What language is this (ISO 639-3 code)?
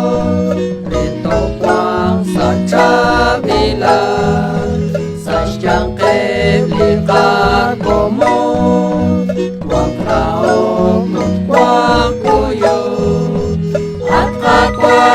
kek